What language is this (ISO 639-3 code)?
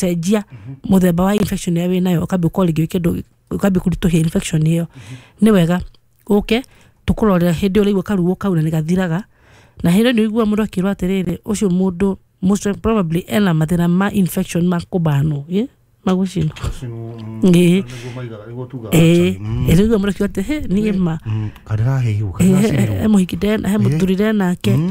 kik